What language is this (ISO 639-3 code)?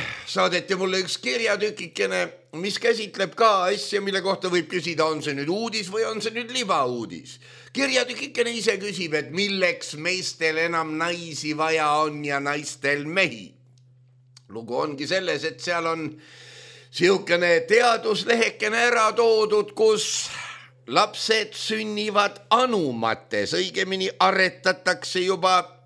est